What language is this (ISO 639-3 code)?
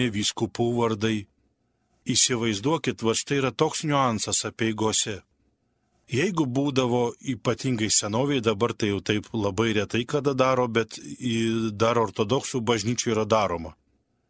lit